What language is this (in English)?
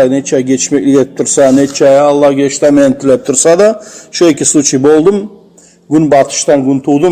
Kumyk